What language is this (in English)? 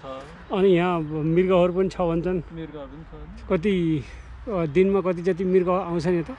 Nepali